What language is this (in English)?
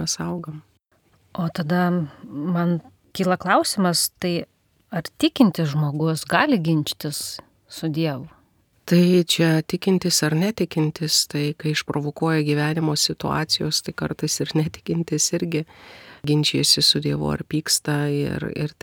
Lithuanian